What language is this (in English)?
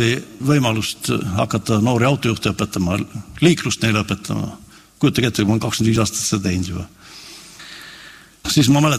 Estonian